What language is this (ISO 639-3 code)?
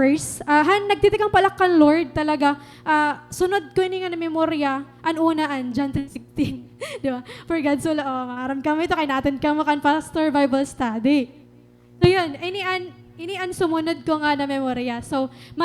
war